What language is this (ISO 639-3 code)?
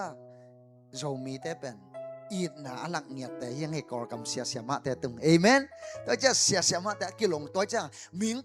ctd